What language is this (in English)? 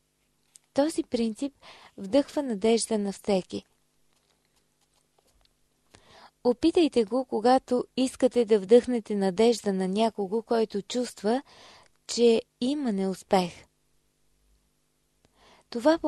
Bulgarian